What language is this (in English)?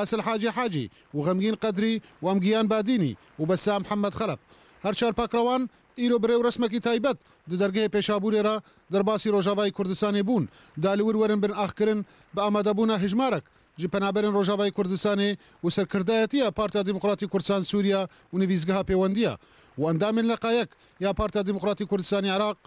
Kurdish